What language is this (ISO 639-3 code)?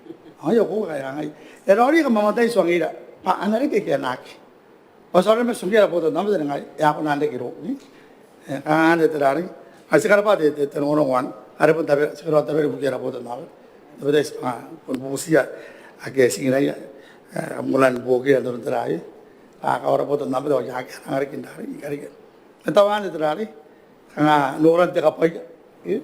gil